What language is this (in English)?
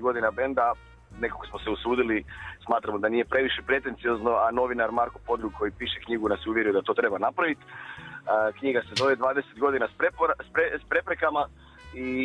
Serbian